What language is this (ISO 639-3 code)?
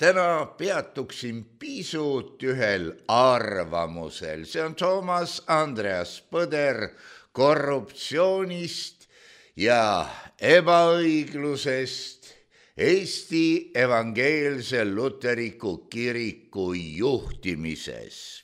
est